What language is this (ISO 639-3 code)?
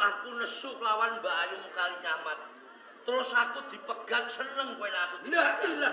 jav